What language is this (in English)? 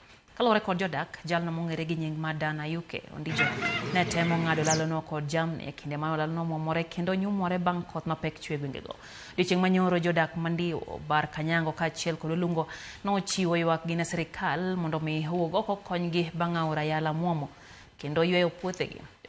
Luo (Kenya and Tanzania)